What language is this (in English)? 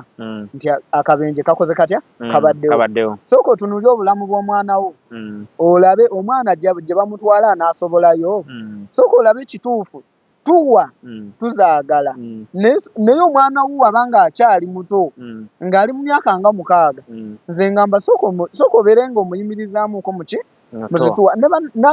Ganda